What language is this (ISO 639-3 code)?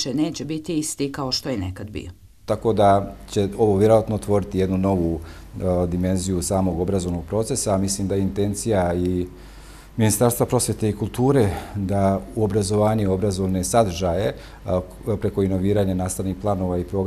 hrv